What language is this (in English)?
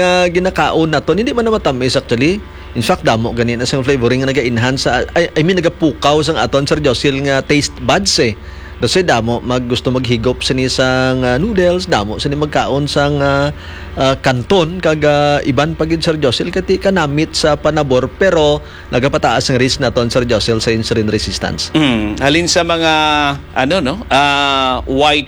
Hiligaynon